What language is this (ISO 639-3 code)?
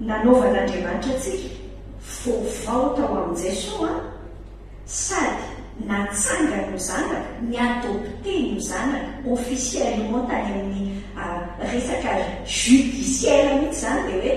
mlg